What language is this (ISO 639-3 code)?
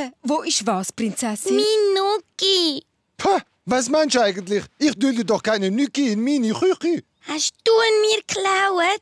gsw